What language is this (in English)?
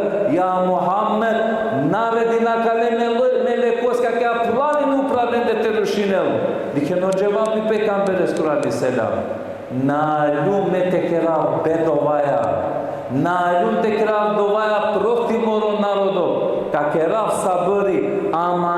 Balkan Romani